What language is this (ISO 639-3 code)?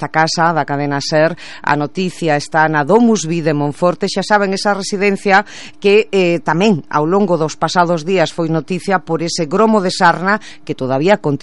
glg